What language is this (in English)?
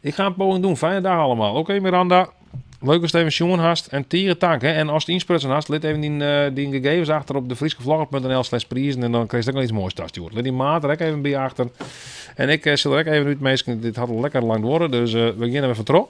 Western Frisian